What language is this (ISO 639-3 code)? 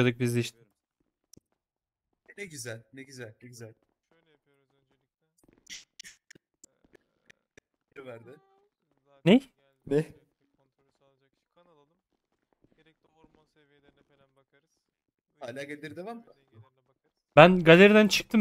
tur